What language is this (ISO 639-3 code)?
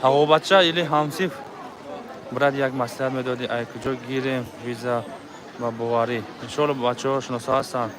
tgk